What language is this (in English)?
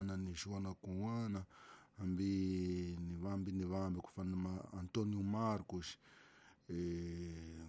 Tsonga